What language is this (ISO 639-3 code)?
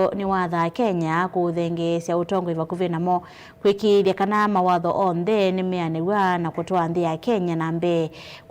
kam